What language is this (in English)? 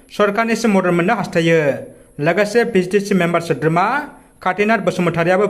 Bodo